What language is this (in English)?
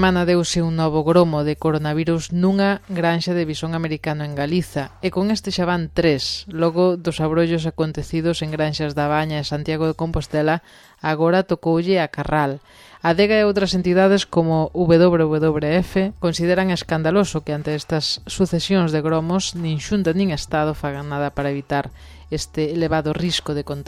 Galician